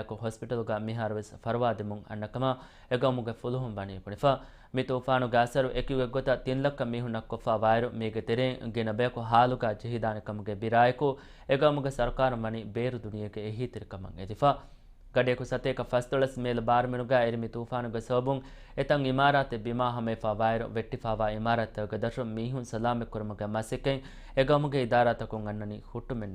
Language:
Divehi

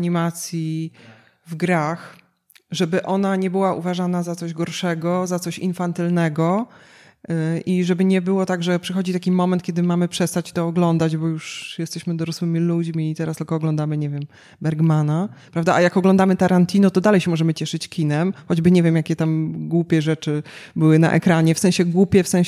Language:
Polish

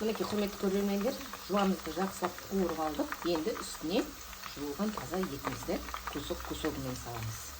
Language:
Kazakh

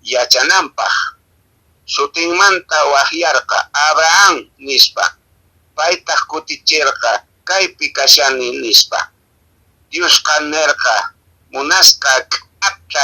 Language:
Quechua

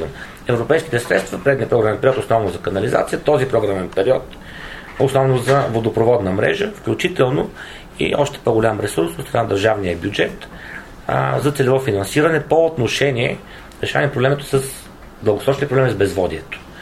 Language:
Bulgarian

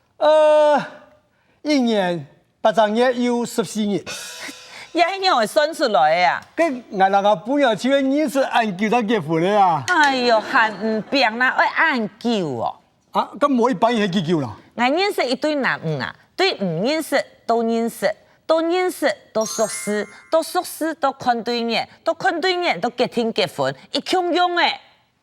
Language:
Hakka Chinese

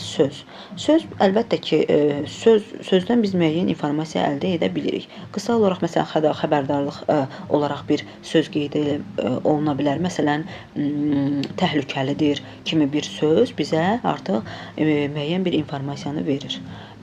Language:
Azerbaijani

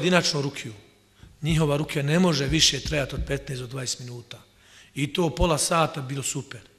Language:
Bosnian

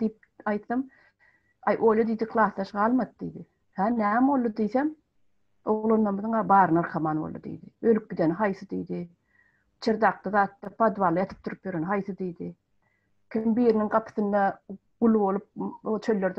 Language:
Turkmen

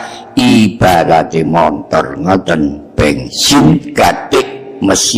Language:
Javanese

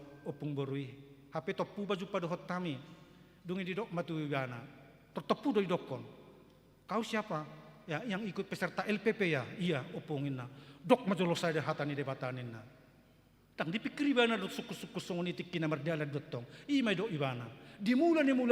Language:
Batak Toba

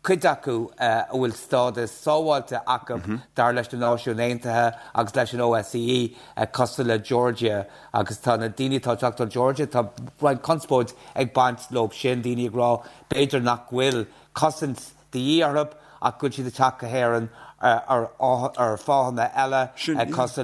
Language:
Irish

